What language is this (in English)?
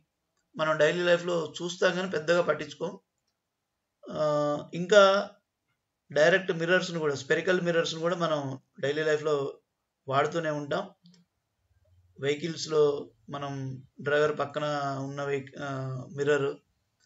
Telugu